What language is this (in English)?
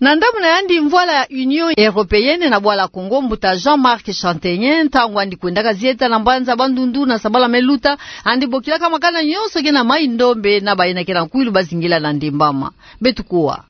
Kituba (Democratic Republic of Congo)